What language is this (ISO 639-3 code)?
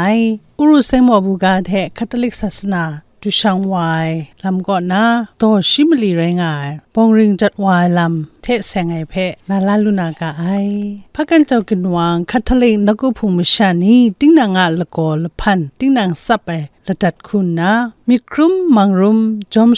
kac